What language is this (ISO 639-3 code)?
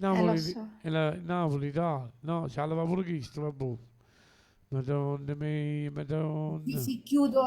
nap